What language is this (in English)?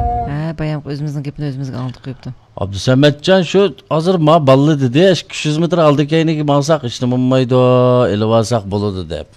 Uyghur